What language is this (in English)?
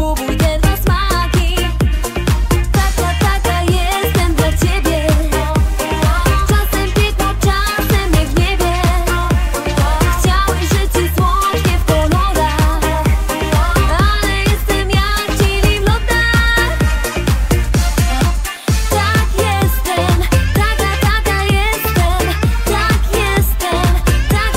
Polish